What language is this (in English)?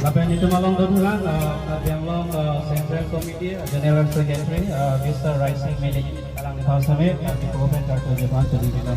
Karbi